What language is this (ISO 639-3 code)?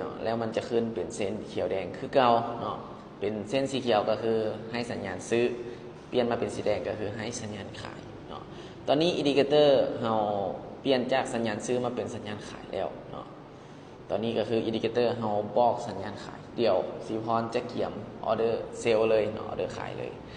lao